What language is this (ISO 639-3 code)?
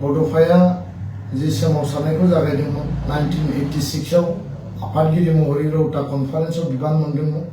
brx